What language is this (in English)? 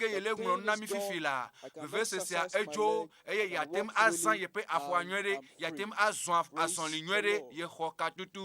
Ewe